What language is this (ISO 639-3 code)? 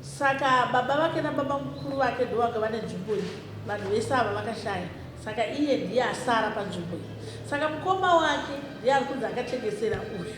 sna